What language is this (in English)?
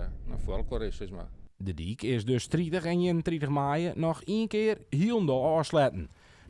Western Frisian